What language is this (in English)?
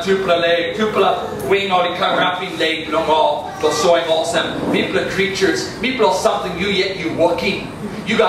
Tok Pisin